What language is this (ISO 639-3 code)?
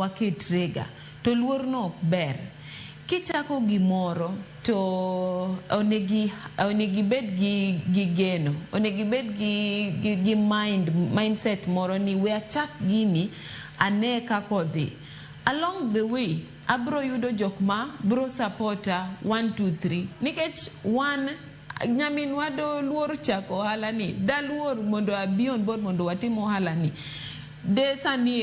luo